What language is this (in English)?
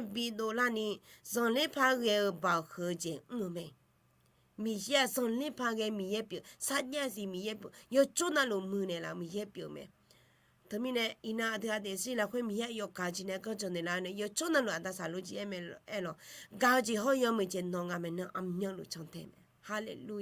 Akha